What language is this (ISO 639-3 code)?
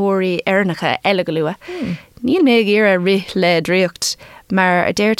gle